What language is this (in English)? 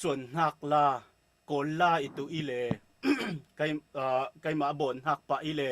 Falam Chin